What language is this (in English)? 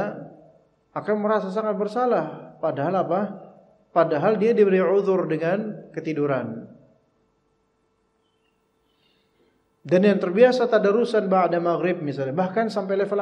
Indonesian